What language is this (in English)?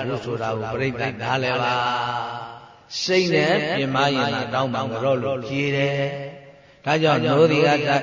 Burmese